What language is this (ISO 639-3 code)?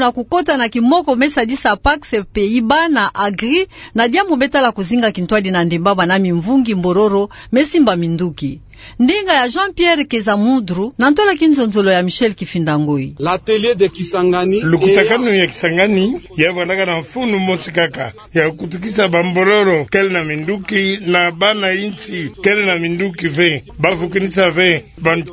ktu